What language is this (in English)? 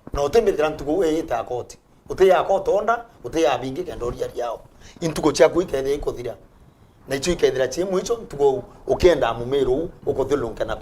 Meru